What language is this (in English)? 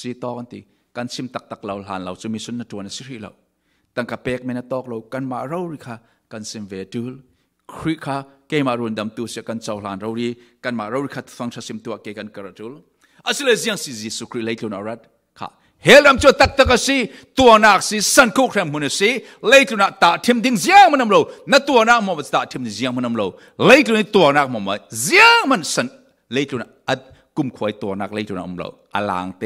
Falam Chin